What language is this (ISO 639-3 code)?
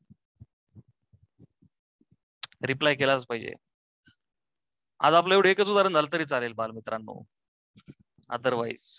mar